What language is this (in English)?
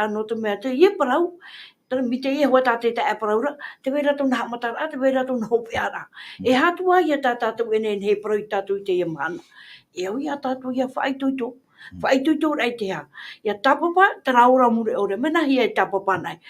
Tahitian